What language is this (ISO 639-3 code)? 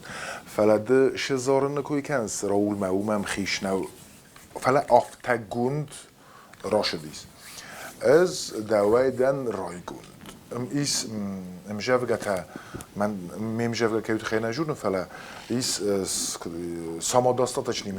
oss